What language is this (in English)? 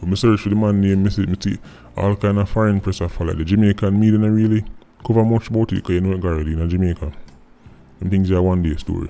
Jamaican Creole English